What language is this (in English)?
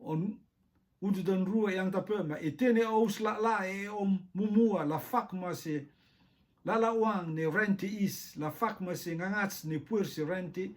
Rotuman